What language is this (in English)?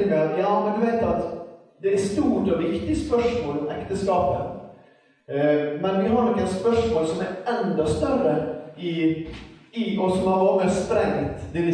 Norwegian